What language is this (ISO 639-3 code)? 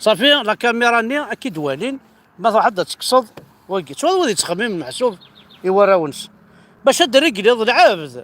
kab